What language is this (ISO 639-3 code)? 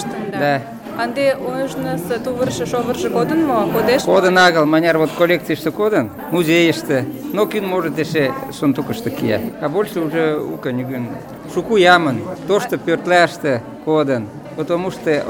chm